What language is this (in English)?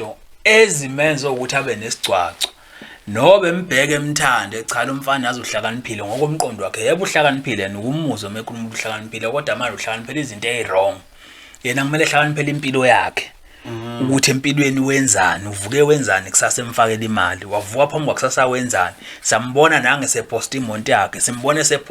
Zulu